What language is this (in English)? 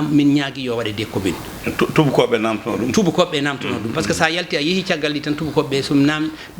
Fula